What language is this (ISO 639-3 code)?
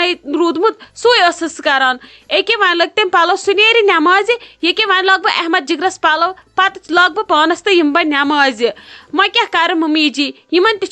kas